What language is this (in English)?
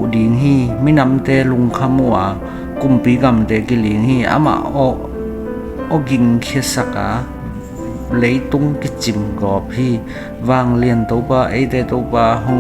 Tedim Chin